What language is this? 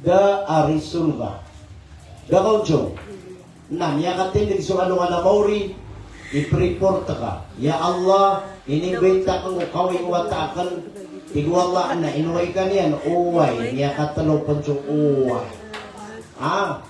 Maranao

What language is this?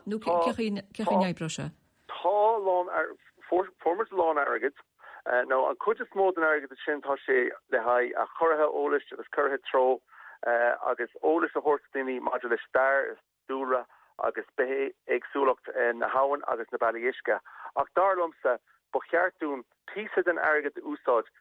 Irish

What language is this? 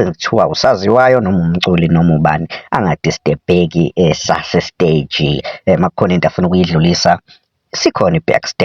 Zulu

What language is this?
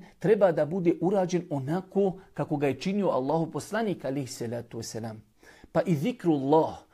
Bosnian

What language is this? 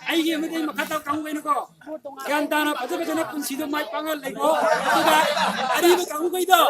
Manipuri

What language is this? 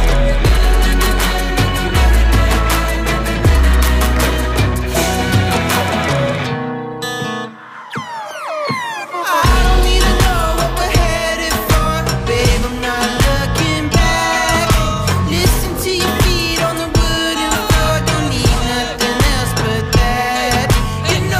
English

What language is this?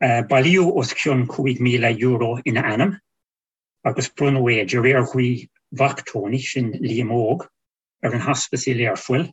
Irish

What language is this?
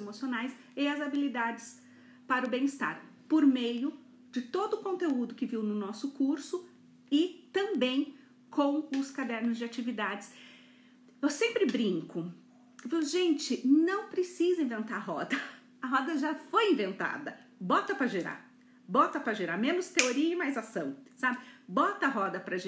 Portuguese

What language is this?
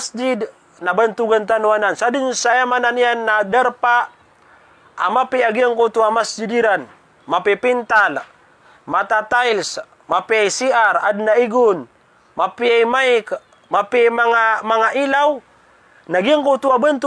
Maranao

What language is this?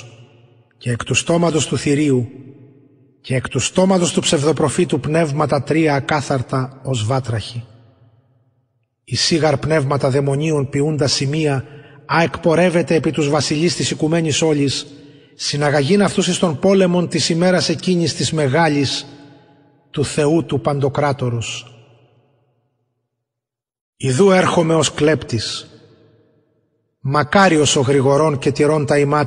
Greek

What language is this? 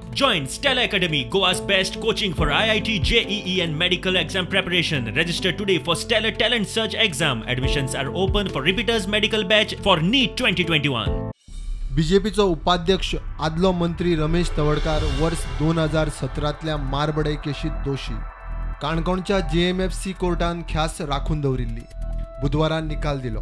Konkani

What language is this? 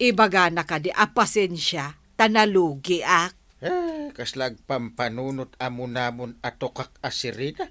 Iloko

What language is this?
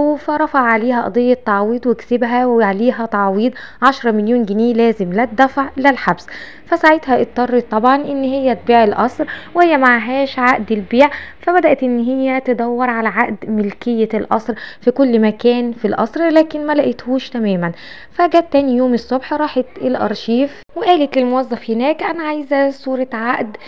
Egyptian Arabic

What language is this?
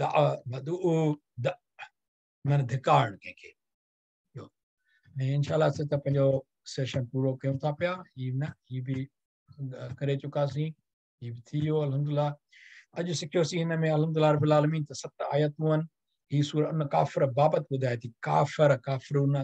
Sindhi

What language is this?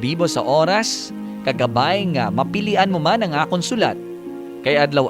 Hiligaynon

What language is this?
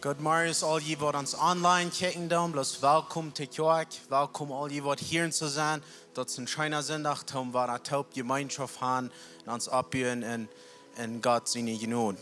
Plautdietsch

